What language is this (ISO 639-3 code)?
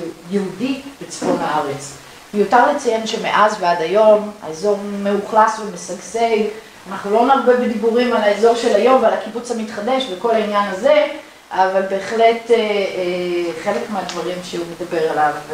heb